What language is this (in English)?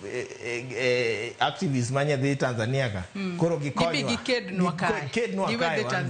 Luo (Kenya and Tanzania)